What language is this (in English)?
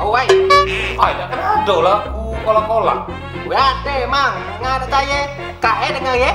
Musi